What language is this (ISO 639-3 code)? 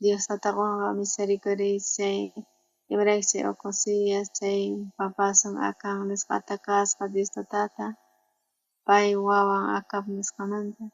quh